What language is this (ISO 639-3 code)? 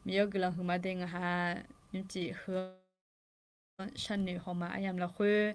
ahk